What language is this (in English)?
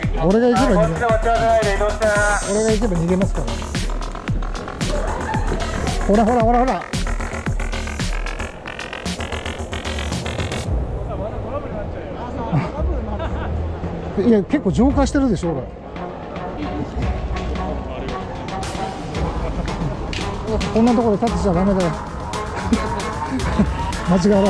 Japanese